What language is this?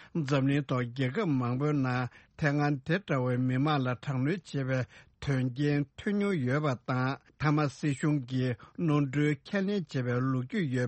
Tibetan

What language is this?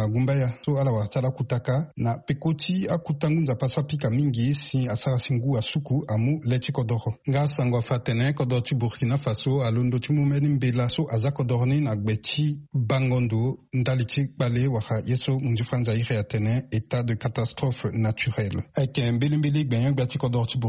Sango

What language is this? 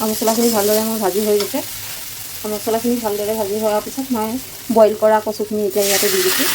Assamese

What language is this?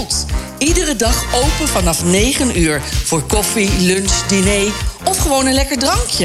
Dutch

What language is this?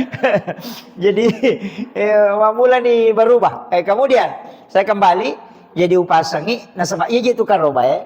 Buginese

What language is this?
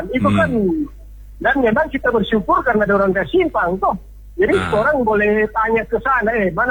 Indonesian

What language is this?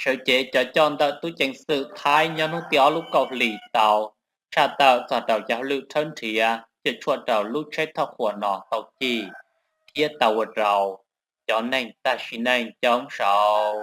Hmong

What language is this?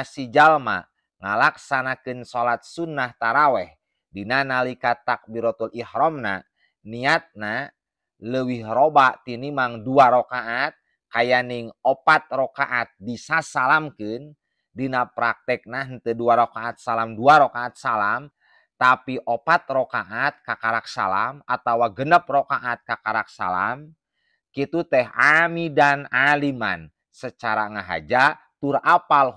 Sundanese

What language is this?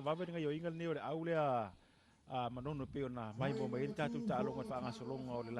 Samoan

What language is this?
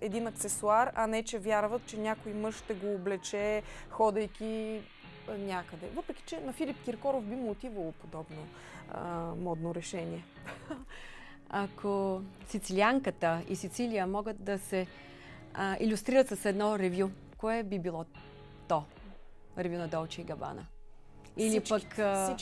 Bulgarian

